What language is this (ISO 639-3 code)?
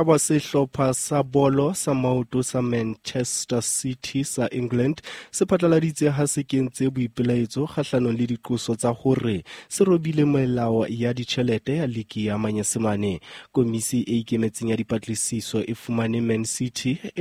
sot